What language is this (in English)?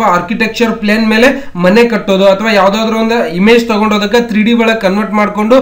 Kannada